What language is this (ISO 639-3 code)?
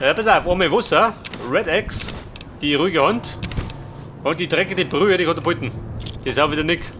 bar